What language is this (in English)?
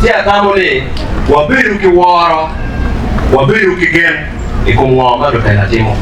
Acoli